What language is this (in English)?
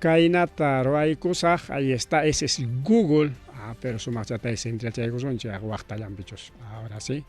Ayacucho Quechua